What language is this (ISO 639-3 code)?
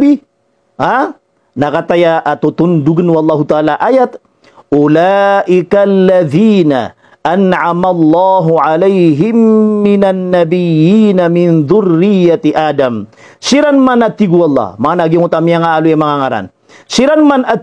mrw